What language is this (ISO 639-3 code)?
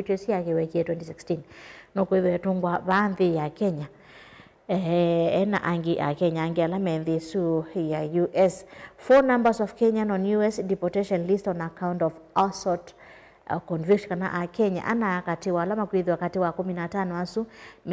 kam